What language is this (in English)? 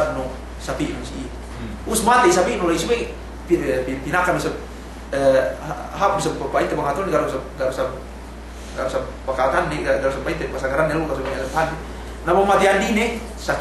Yakan